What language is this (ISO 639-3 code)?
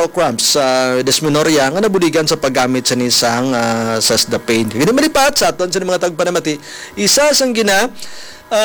hil